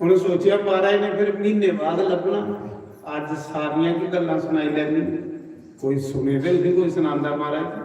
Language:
Dogri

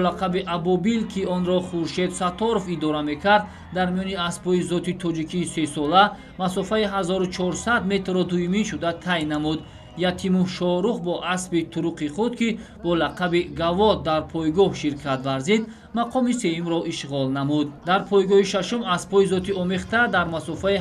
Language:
Tajik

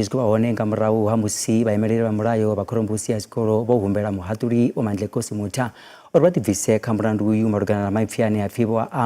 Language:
Venda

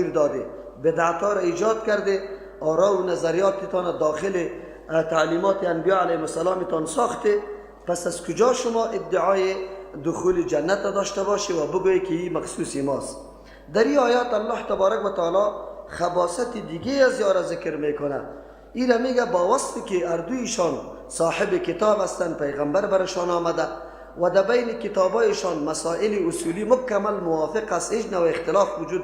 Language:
Persian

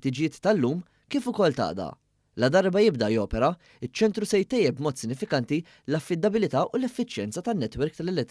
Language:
Maltese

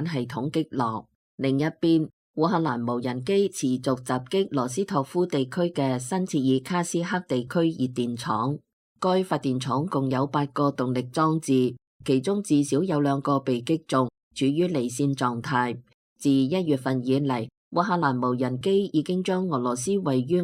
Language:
Cantonese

